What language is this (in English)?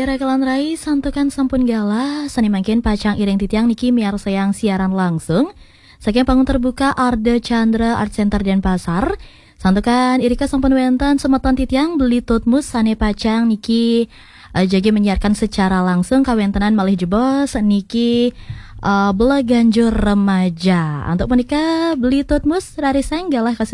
Balinese